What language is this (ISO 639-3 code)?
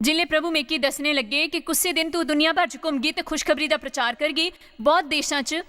doi